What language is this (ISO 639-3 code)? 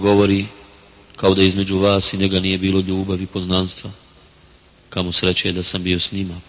bos